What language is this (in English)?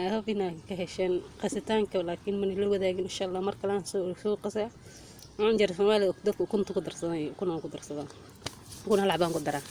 Somali